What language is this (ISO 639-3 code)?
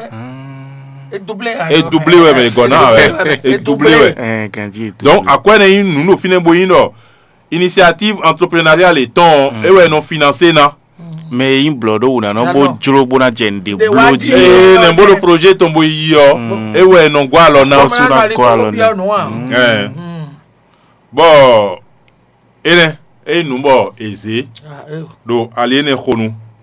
fon